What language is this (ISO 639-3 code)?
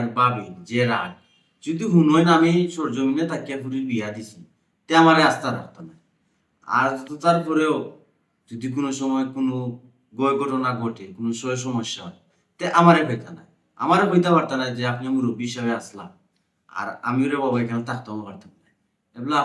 syl